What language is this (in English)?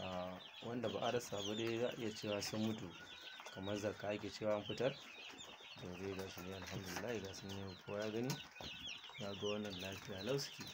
Hausa